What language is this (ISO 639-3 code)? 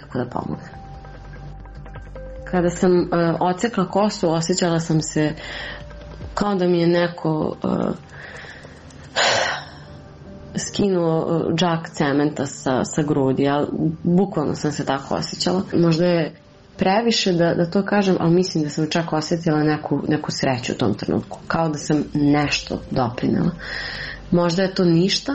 srp